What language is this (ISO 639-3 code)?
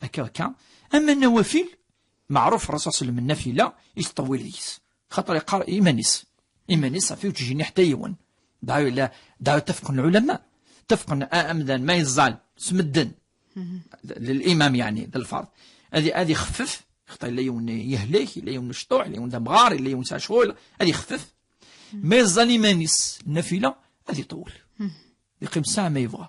kab